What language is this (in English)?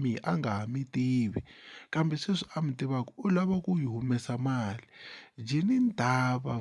Tsonga